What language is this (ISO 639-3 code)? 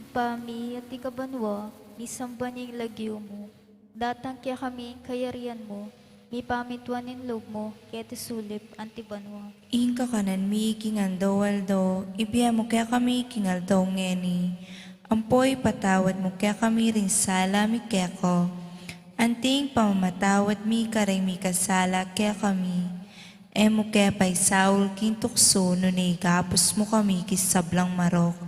pam